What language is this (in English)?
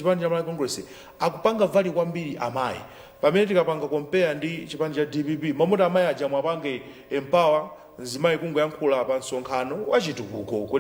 Nyanja